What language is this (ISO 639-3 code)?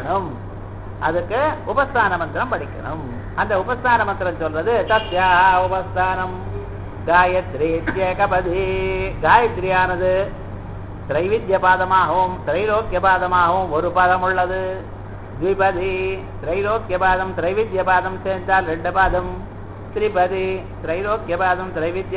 tam